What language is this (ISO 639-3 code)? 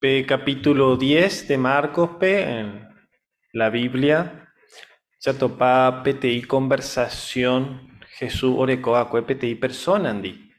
grn